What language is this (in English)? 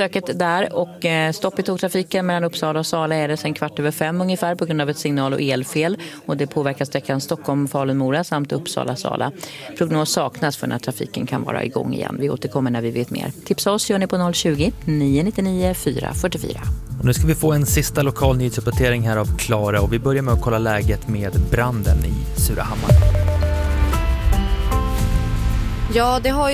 Swedish